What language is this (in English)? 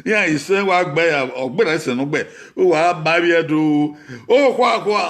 Bini